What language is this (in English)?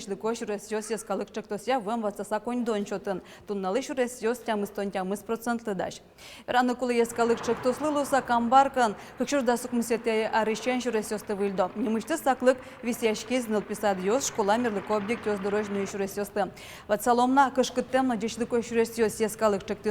Udmurt